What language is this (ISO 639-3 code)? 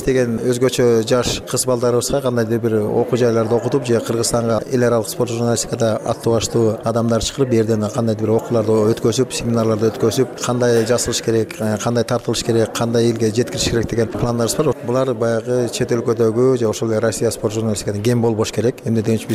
kir